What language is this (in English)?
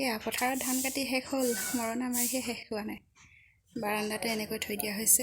Assamese